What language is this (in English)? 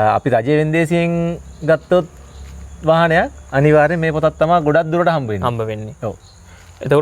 Sinhala